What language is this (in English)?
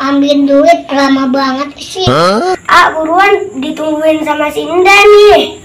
Betawi